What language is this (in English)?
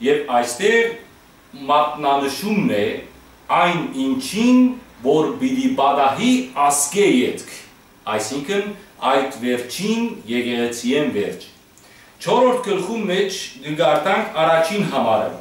Western Armenian